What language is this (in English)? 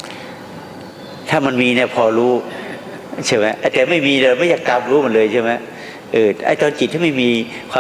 Thai